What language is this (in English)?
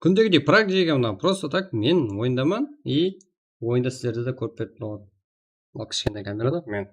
Kara-Kalpak